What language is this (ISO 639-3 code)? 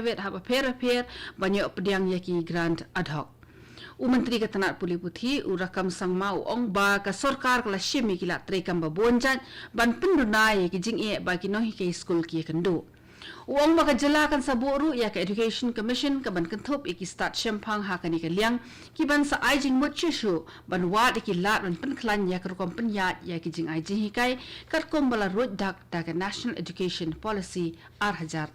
kha